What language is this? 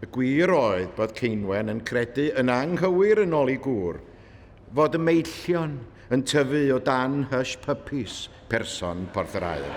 Welsh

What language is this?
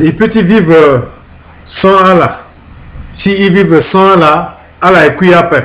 Sango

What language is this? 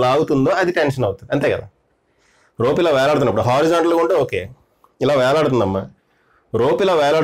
Telugu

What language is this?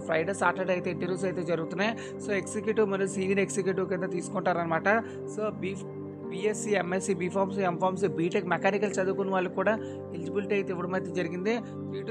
Telugu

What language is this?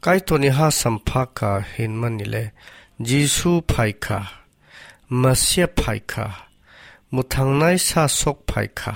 Kok Borok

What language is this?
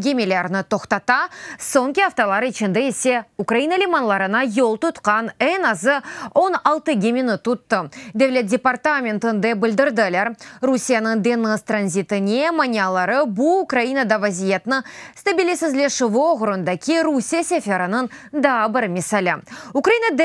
Crimean Tatar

